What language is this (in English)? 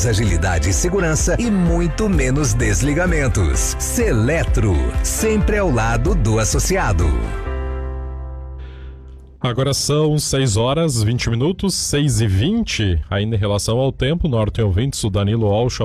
Portuguese